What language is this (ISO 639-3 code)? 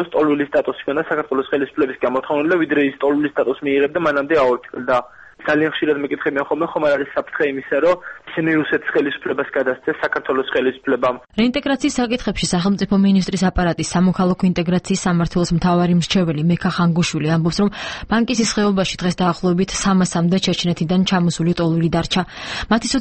kat